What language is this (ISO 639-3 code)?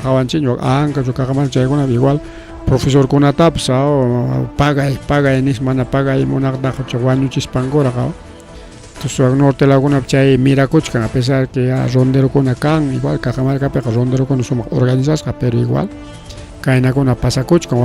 quy